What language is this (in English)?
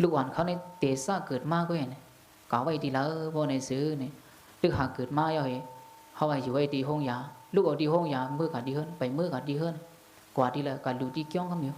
Shan